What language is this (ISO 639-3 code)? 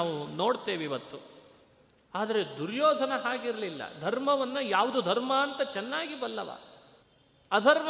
kan